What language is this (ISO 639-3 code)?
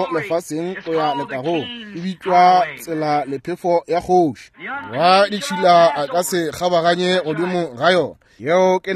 nso